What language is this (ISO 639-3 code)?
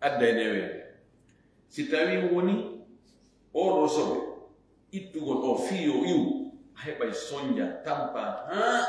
ful